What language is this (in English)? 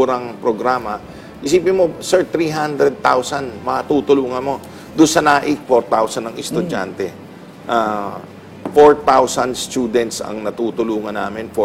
Filipino